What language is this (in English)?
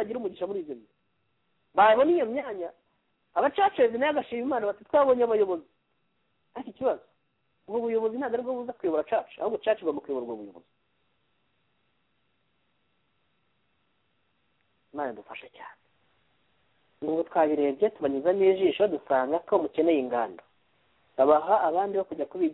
Kinyarwanda